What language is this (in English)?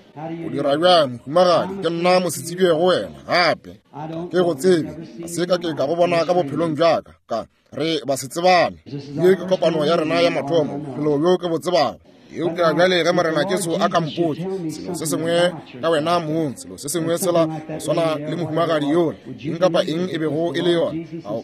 Northern Sotho